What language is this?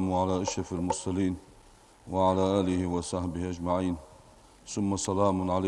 Ingush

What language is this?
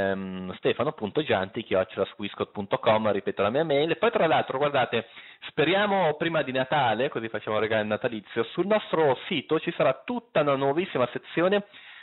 Italian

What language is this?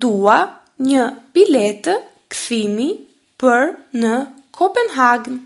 Albanian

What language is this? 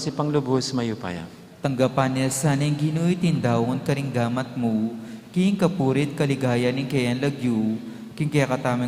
Pampanga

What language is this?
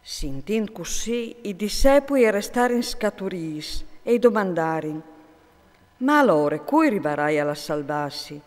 Friulian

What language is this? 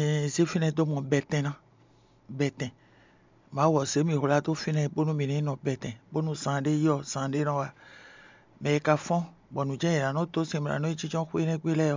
Fon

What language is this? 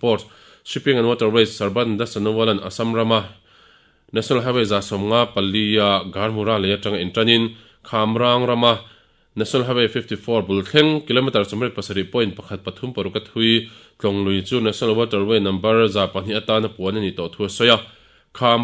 Mizo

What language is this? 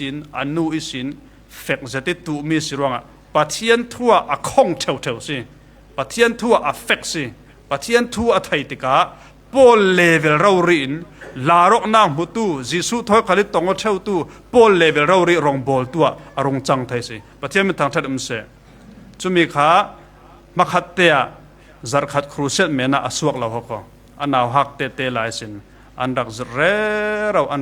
Falam Chin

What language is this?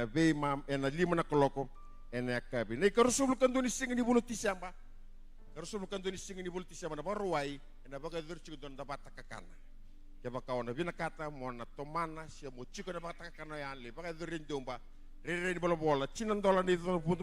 Fijian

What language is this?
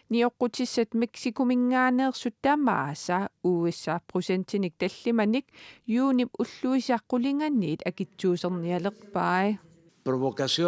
Kalaallisut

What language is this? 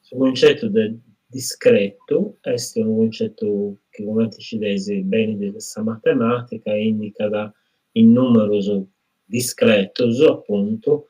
Sardinian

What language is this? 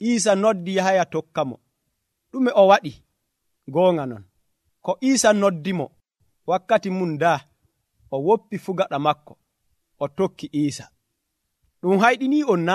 Nigerian Fulfulde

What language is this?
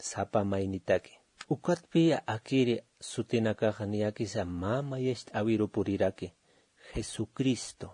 Aymara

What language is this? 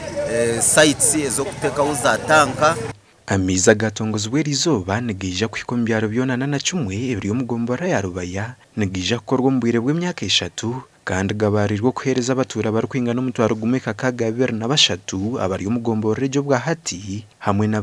Nyankole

